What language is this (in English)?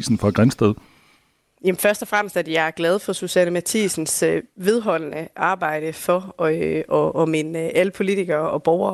Danish